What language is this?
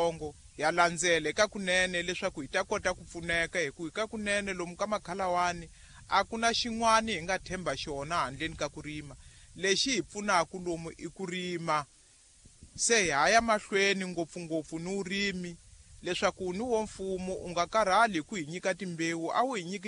Tsonga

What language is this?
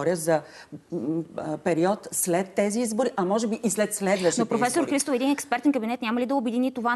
Bulgarian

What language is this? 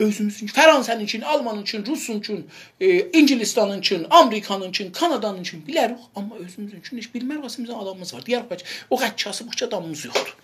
South Azerbaijani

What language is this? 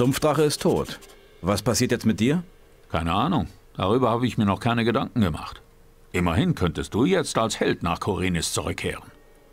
Bavarian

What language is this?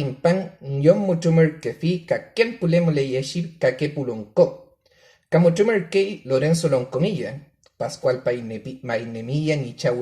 Mapuche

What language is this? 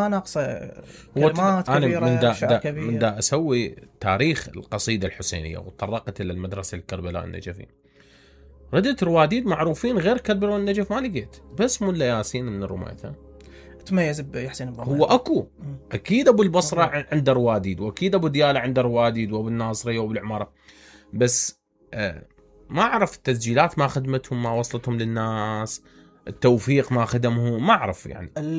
Mesopotamian Arabic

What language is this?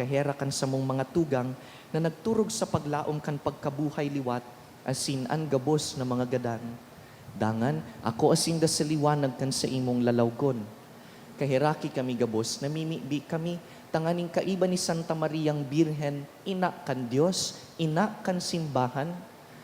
Bikol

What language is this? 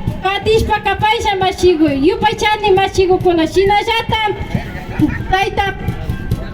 Imbabura Highland Quichua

